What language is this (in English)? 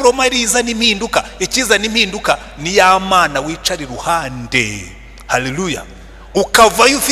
Kinyarwanda